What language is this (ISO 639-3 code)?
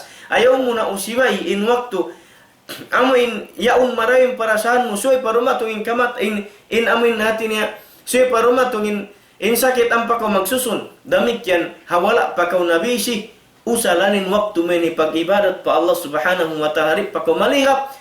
tsg